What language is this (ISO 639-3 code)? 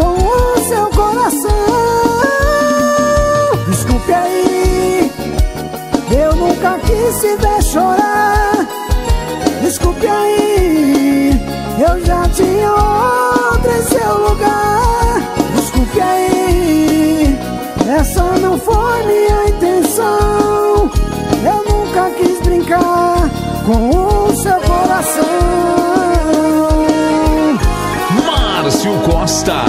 por